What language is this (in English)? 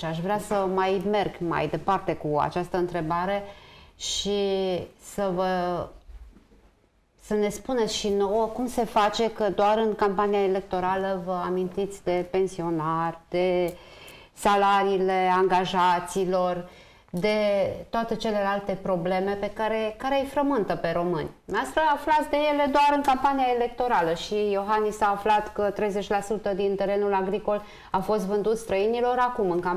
Romanian